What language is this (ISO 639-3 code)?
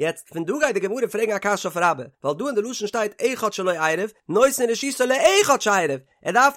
yid